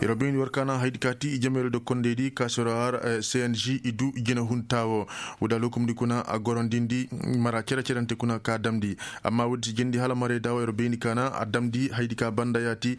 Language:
Koyraboro Senni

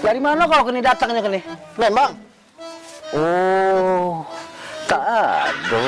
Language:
Musi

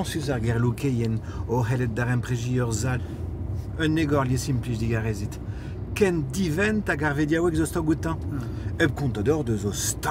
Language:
Breton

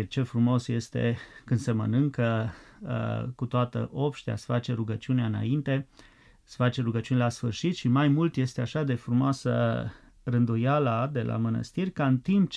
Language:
Romanian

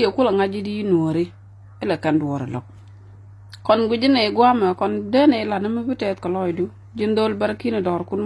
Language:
Nuer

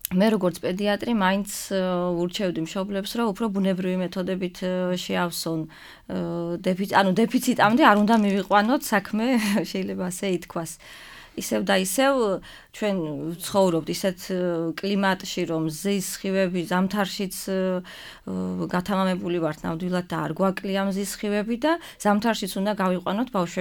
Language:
Georgian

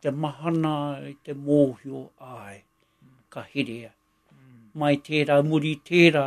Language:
Māori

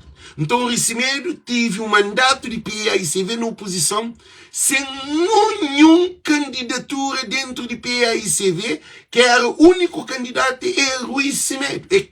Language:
Kabuverdianu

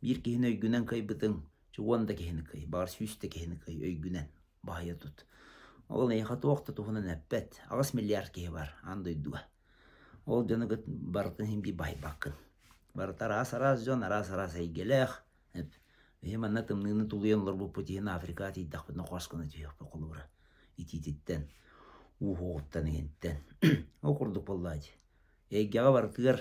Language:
Yakut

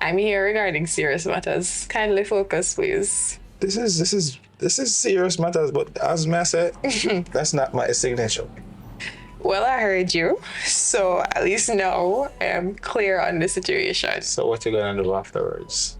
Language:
Jamaican Creole English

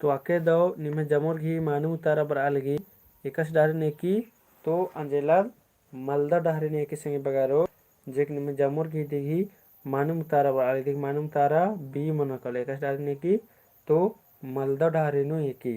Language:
Kurukh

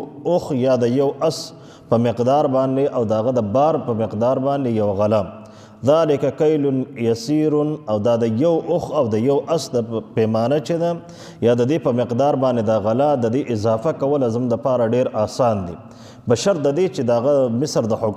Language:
Pashto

